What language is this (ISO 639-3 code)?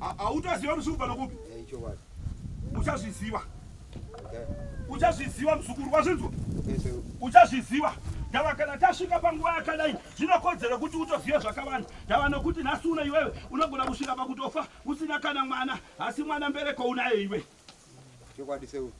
sna